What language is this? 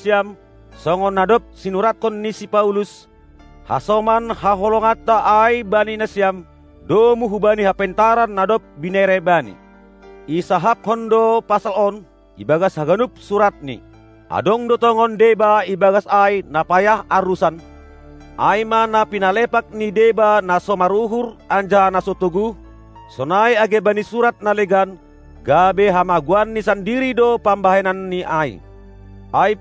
Batak Simalungun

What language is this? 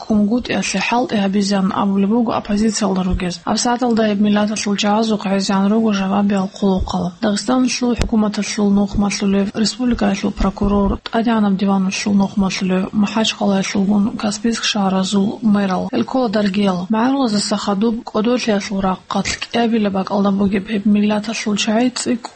Avaric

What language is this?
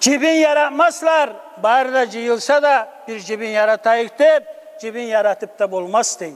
Kumyk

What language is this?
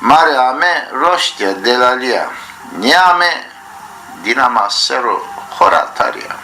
Zaza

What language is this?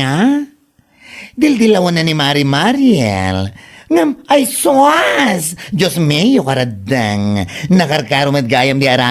Iloko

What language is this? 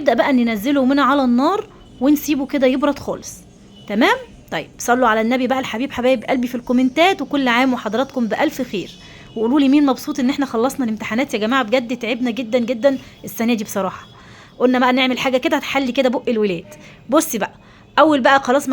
Egyptian Arabic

